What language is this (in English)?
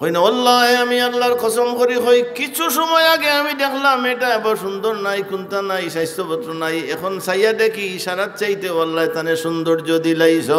Sylheti